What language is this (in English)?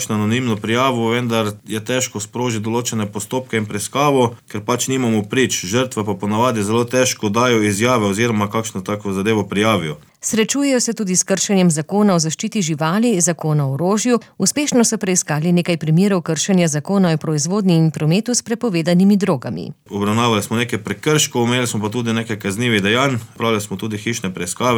Slovenian